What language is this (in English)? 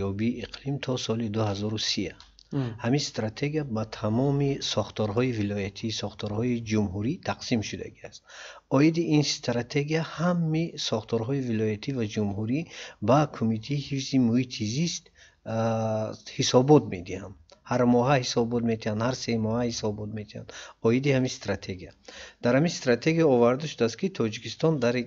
Tajik